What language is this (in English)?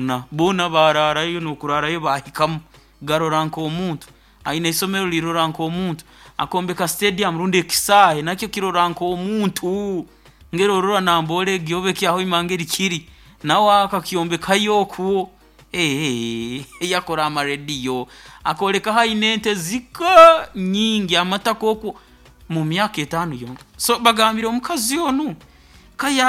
Nyoro